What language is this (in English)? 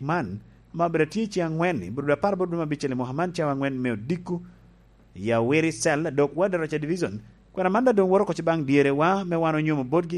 Lango (Uganda)